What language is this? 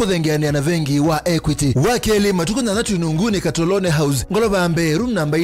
Kamba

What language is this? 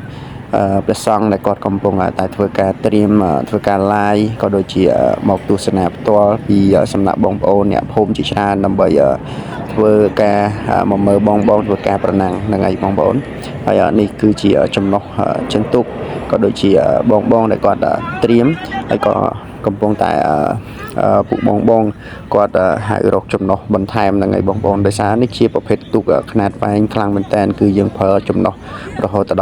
Khmer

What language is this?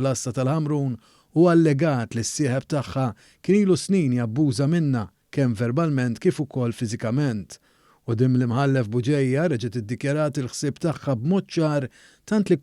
Maltese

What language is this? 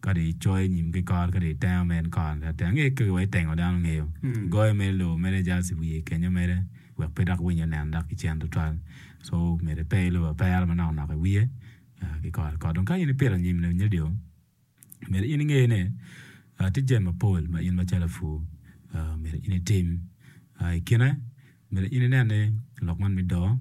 Acoli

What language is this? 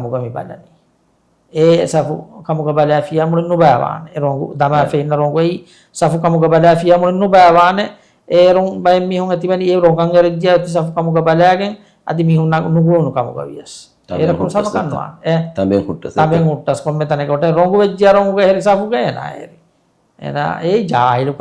Divehi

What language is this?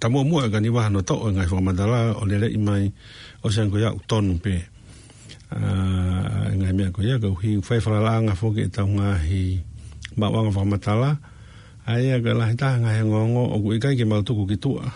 Tongan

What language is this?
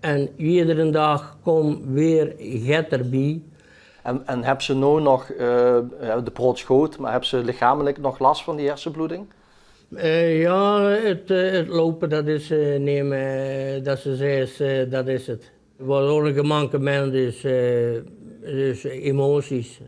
Limburgish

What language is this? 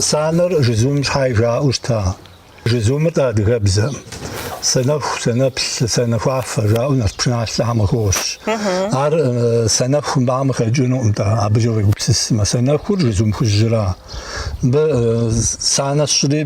Kabardian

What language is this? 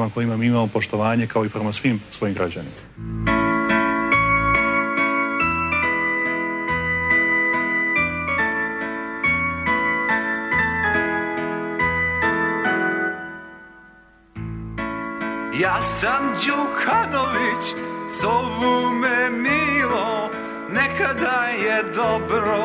Serbian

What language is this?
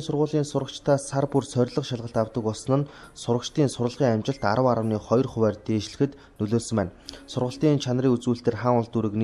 Mongolian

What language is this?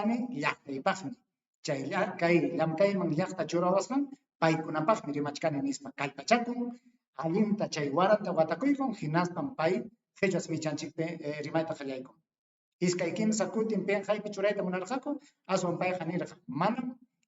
Ayacucho Quechua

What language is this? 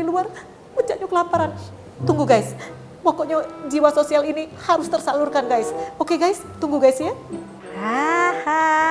Musi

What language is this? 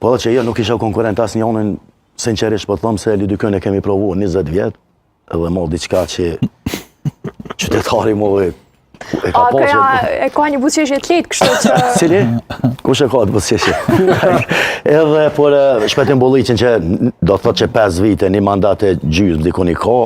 Albanian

